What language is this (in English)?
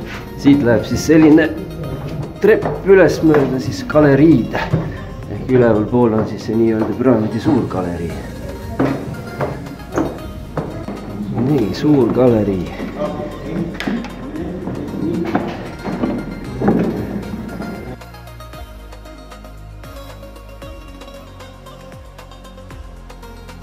Estonian